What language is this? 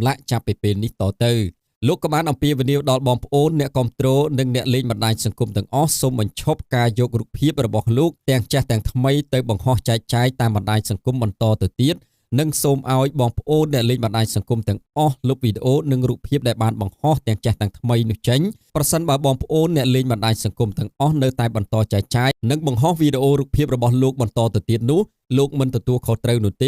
Khmer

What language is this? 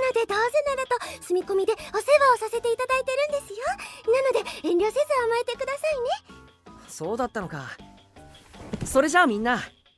Japanese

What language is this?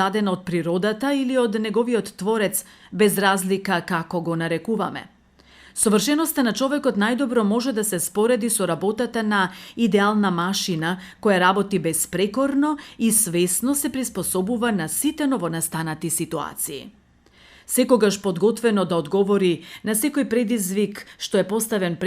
Macedonian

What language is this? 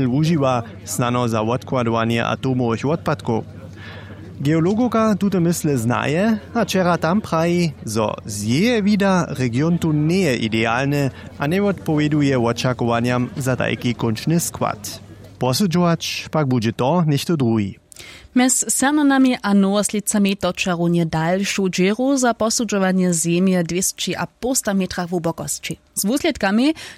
Upper Sorbian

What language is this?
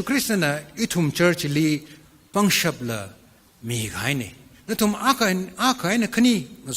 Tangkhul Naga (India)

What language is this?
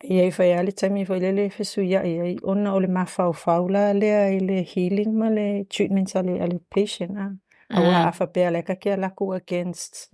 Samoan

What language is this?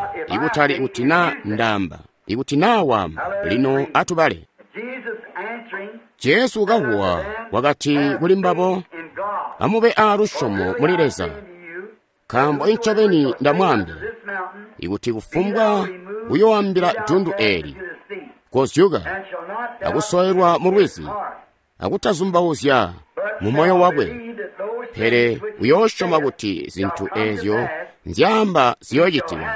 Tonga (Zambia)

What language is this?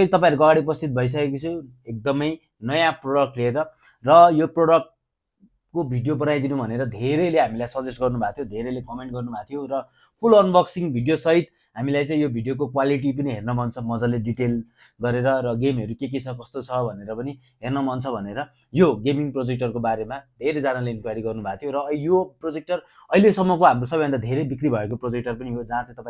Nepali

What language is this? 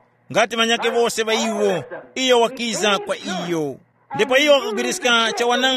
Tumbuka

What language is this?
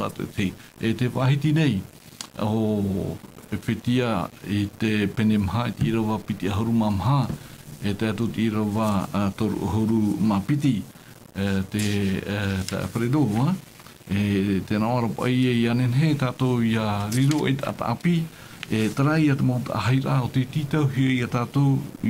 Tahitian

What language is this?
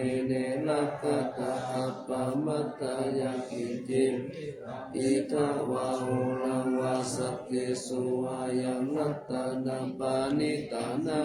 Pali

